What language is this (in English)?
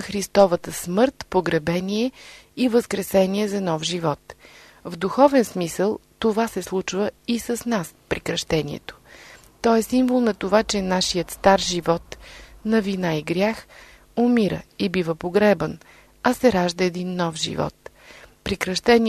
Bulgarian